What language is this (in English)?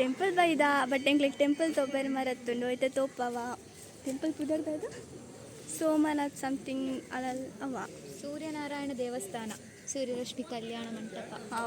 Tulu